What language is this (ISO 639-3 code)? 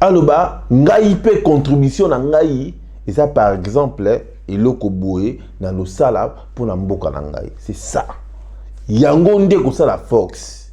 lin